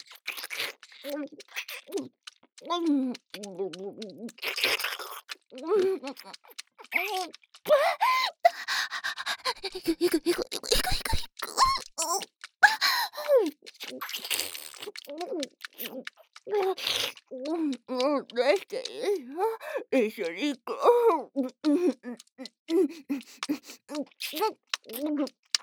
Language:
Japanese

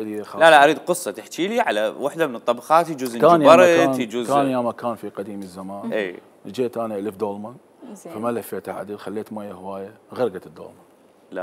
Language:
Mesopotamian Arabic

